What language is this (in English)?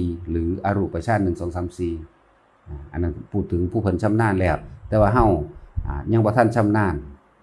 Northeastern Thai